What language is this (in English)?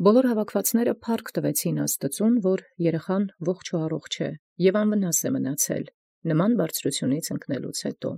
Armenian